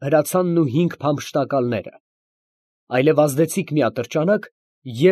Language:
Armenian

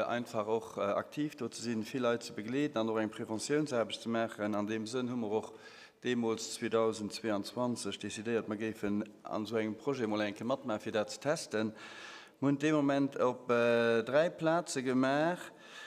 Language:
Luxembourgish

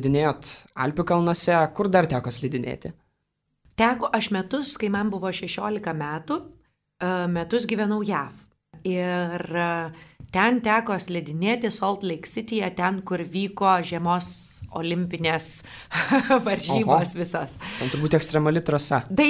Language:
Lithuanian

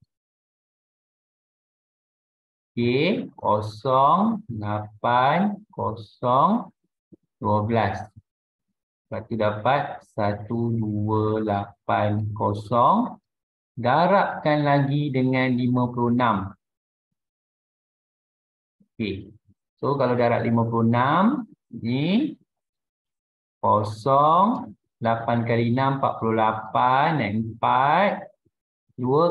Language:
Malay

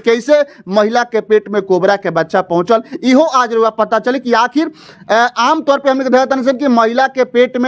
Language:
Bhojpuri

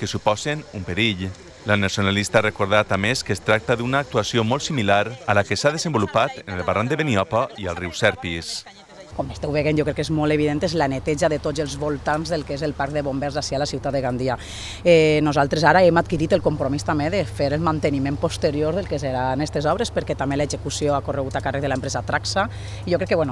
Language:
Catalan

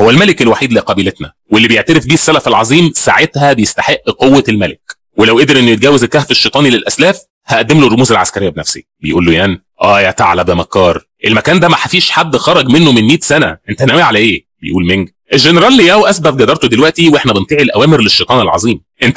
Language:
Egyptian Arabic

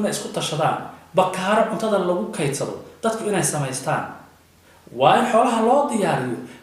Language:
Somali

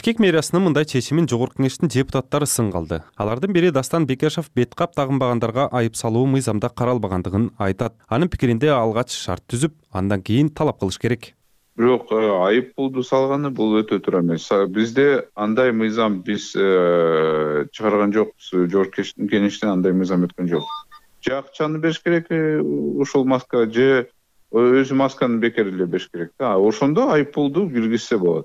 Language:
Kyrgyz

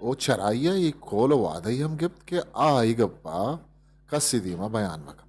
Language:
Eastern Balochi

